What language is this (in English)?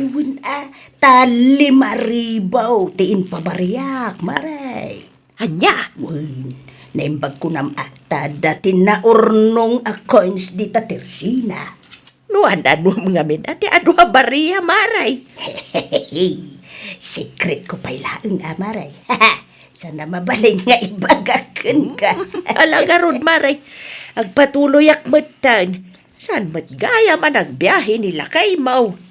Iloko